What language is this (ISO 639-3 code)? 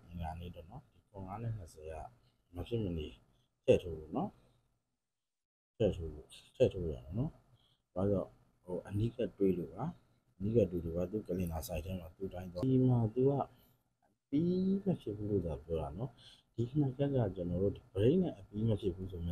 mya